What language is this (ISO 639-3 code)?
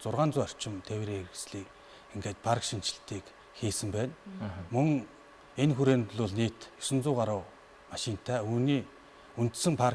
mon